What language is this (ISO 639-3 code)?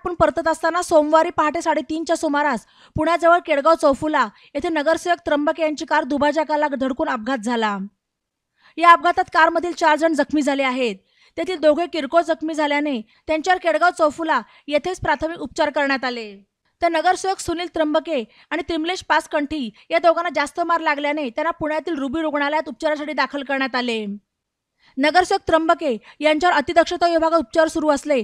mar